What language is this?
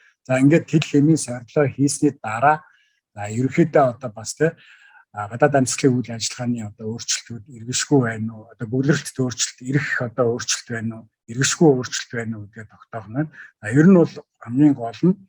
Mongolian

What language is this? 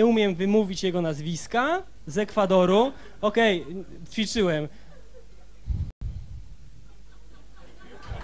Polish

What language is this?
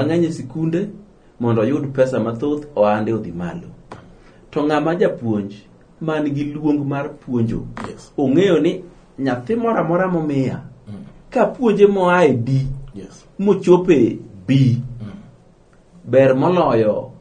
Luo (Kenya and Tanzania)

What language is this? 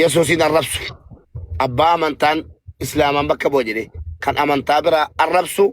Oromo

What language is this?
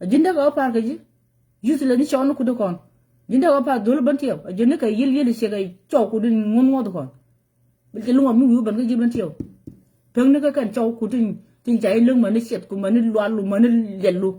Nuer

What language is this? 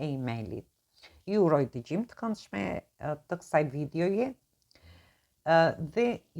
Albanian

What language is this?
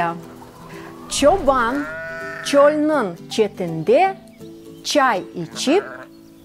Crimean Tatar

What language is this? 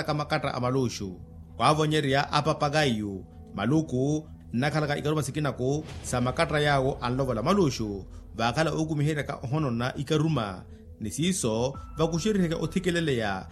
Makhuwa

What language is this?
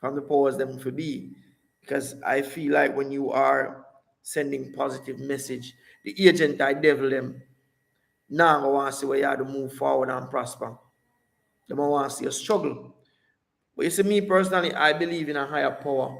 Jamaican Creole English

